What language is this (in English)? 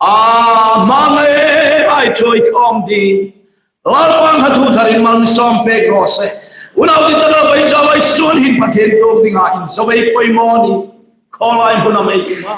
Hmar